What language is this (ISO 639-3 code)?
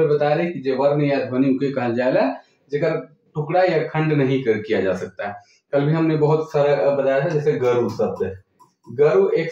sck